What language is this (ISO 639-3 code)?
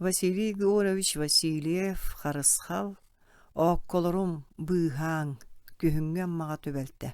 sah